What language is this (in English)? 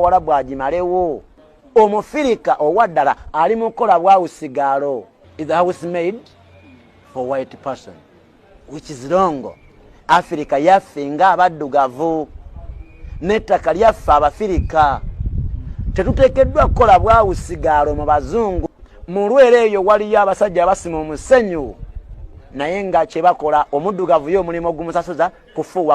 Ganda